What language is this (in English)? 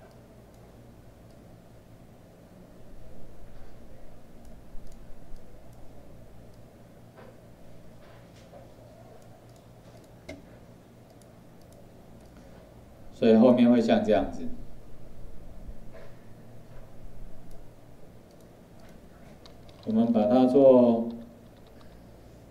Chinese